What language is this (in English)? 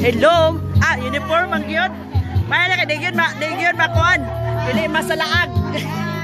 Cebuano